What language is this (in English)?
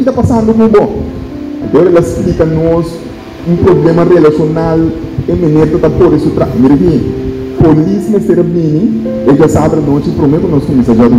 Papiamento